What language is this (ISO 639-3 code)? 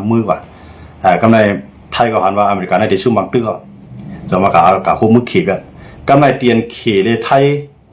shn